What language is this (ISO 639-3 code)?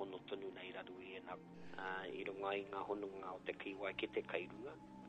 mri